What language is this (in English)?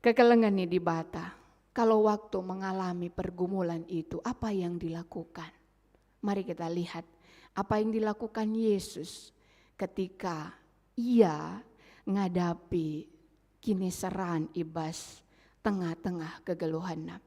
Batak Karo